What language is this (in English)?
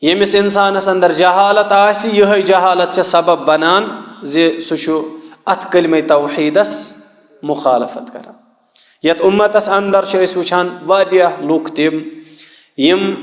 Kashmiri